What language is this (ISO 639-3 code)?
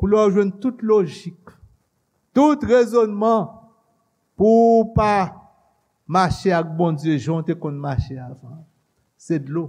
hat